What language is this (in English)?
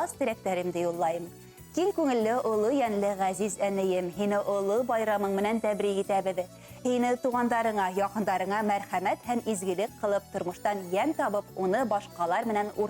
Bashkir